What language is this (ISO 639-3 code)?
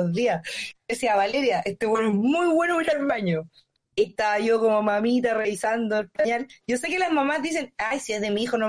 spa